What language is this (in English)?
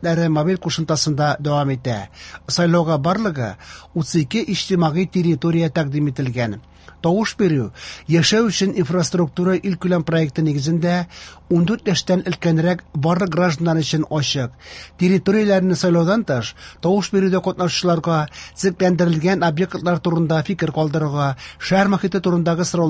Tatar